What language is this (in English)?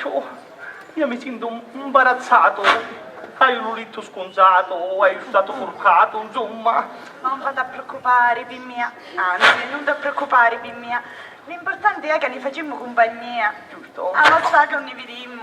Sicilian